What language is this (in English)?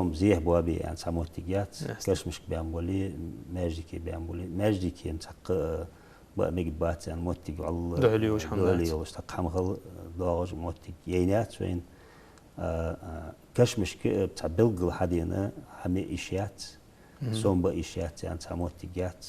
Ingush